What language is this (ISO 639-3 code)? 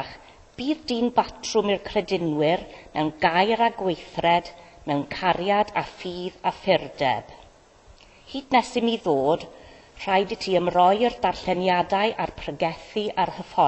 cym